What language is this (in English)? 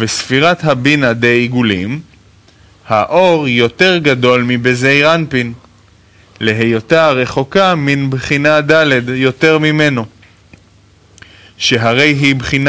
Hebrew